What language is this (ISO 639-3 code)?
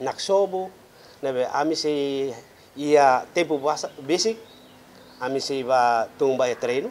tet